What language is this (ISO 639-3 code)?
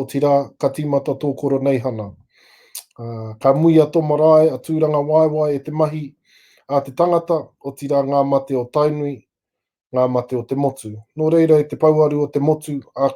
mri